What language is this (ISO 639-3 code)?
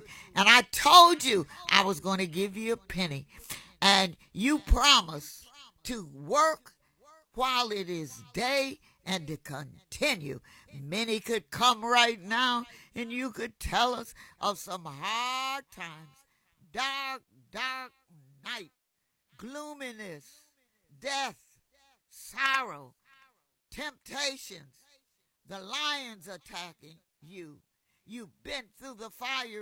eng